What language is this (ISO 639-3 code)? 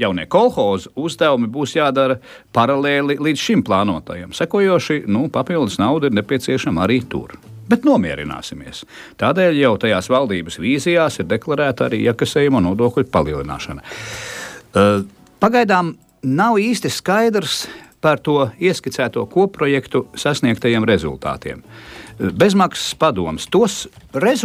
lav